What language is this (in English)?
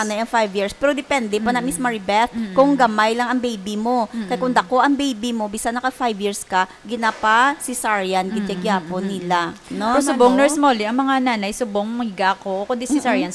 Hiligaynon